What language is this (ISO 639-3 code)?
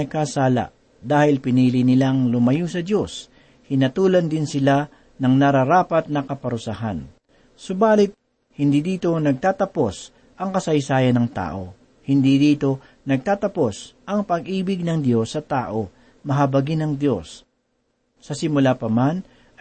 fil